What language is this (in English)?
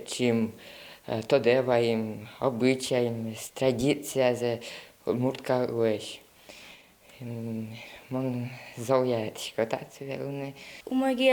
Udmurt